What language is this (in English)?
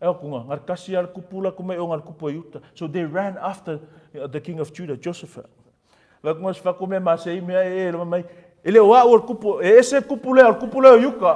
Samoan